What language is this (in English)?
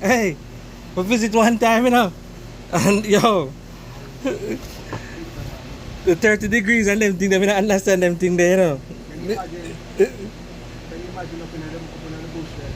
Jamaican Creole English